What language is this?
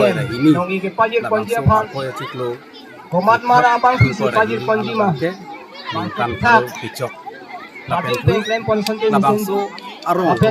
Karbi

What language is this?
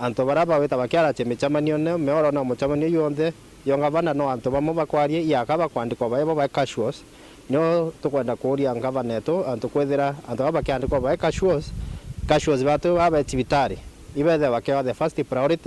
Meru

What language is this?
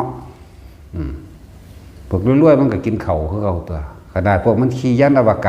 Northeastern Thai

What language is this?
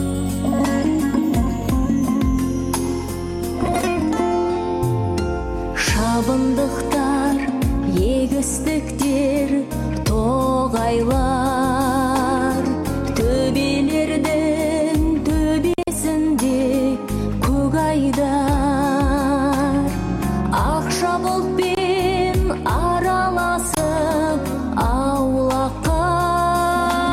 Kazakh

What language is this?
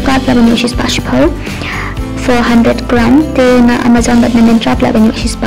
Khasi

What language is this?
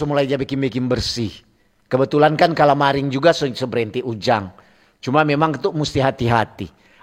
Manado Malay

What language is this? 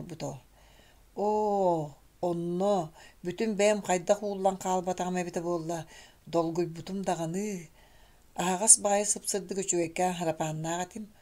Yakut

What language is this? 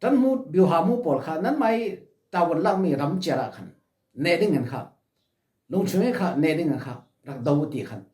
Falam Chin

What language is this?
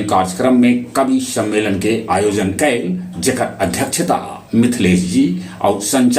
Magahi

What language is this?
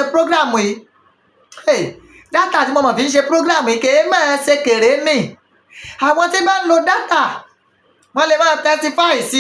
Yoruba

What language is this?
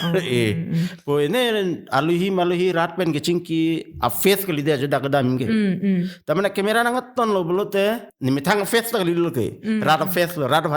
Karbi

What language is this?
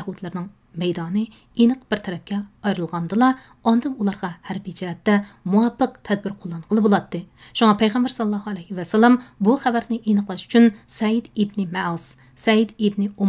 Uyghur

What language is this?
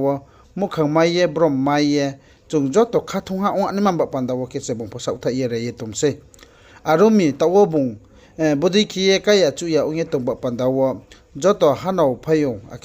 Riang (India)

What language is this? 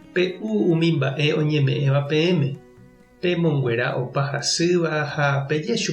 Guarani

